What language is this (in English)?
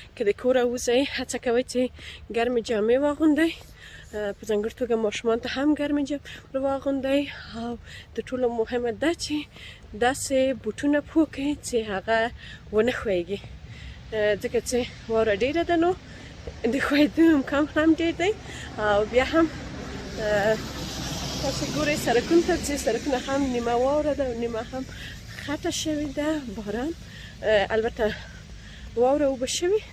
Pashto